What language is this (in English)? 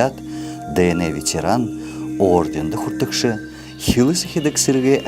Buriat